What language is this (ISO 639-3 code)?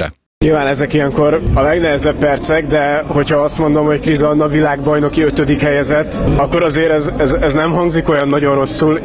hun